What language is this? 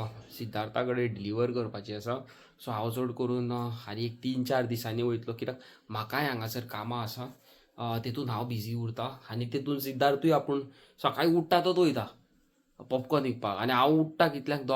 Konkani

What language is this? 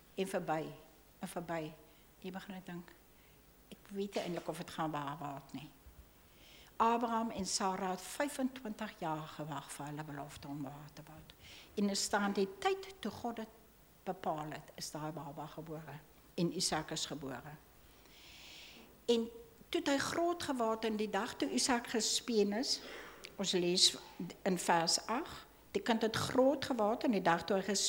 Afrikaans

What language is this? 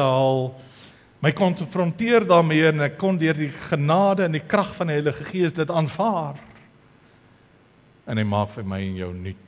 Afrikaans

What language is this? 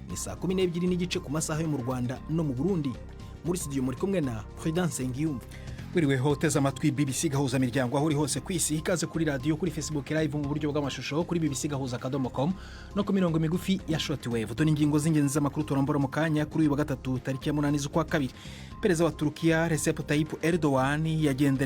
Rundi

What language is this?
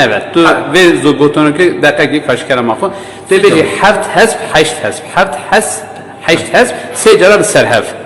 Kurdish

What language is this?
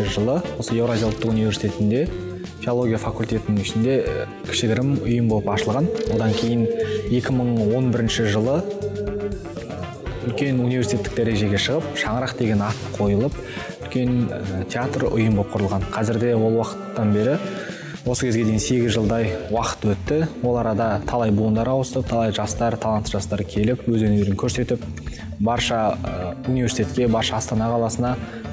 Kazakh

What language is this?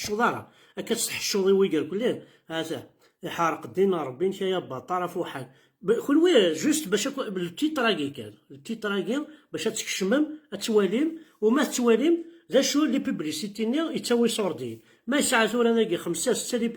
Kabyle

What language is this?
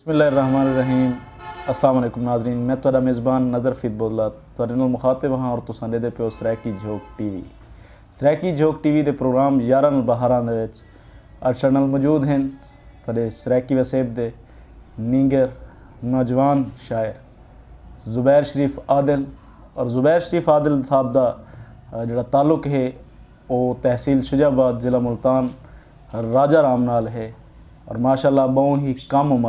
Saraiki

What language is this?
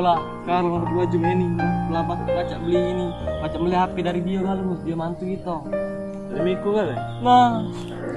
Musi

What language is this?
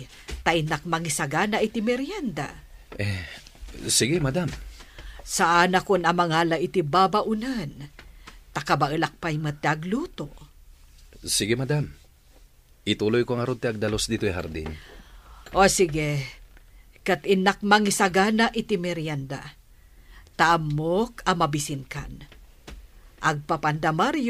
Iloko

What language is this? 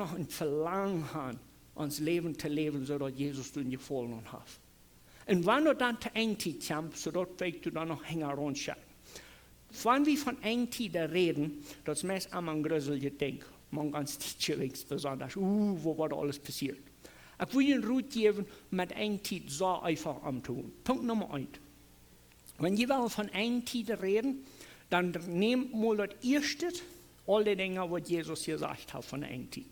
Plautdietsch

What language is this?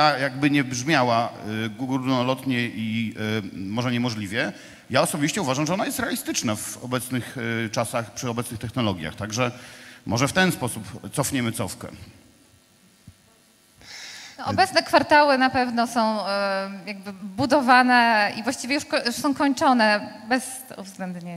Polish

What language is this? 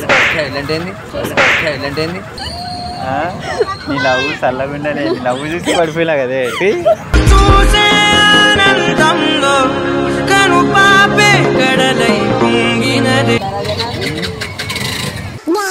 Telugu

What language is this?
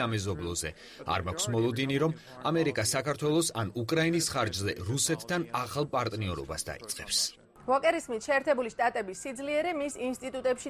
Georgian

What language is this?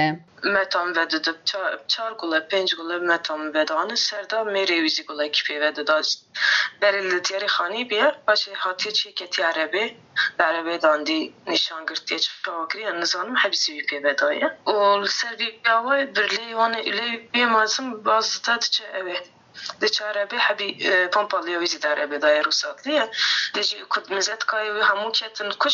Kurdish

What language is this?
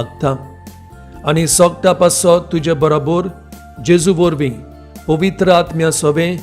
Konkani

